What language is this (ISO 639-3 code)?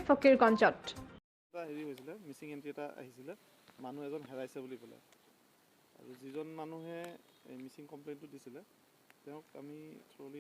asm